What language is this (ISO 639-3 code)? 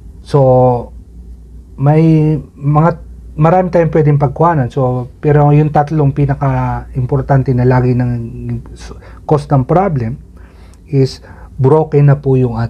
fil